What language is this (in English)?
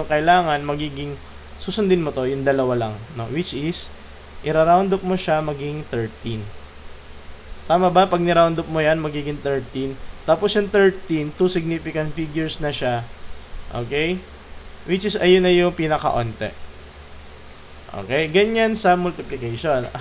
Filipino